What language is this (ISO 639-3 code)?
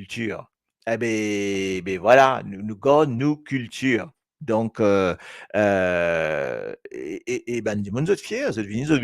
mfe